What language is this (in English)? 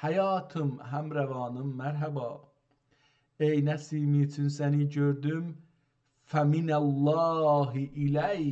South Azerbaijani